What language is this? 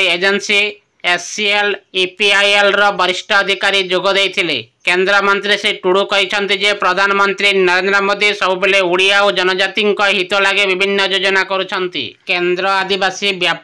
Odia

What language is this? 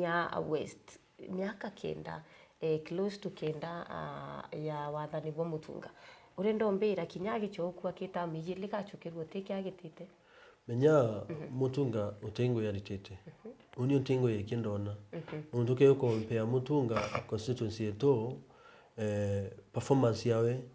Meru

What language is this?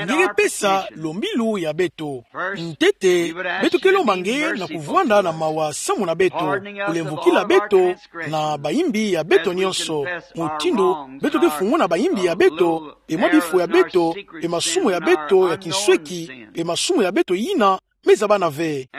Kituba (Democratic Republic of Congo)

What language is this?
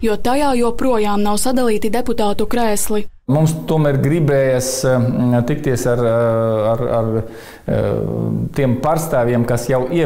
Latvian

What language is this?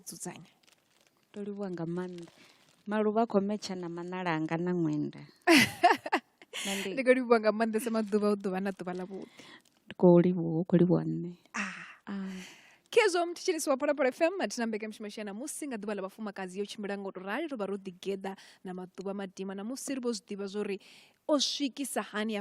Venda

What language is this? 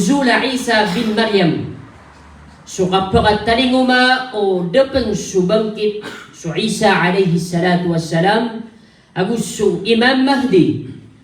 Maranao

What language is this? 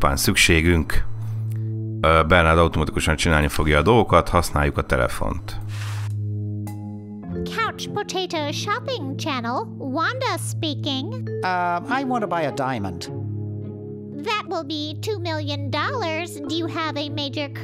Hungarian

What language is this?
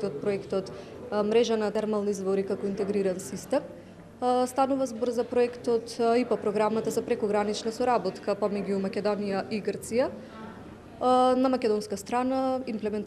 Macedonian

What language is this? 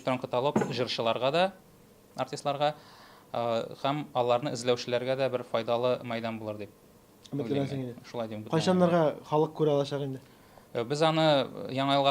Tatar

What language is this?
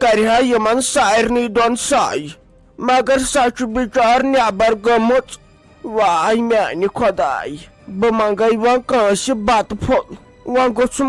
Kashmiri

